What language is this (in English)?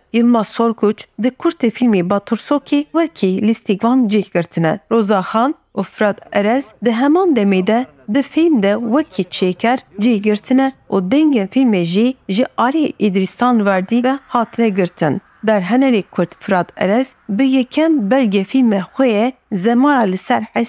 Kurdish